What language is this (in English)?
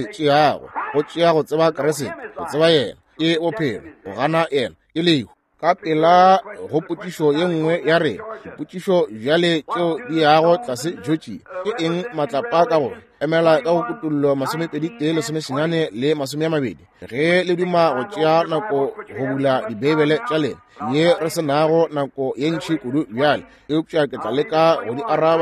Northern Sotho